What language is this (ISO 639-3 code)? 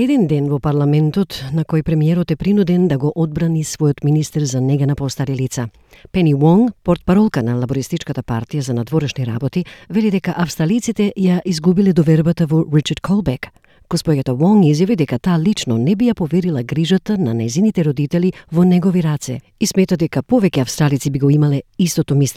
mkd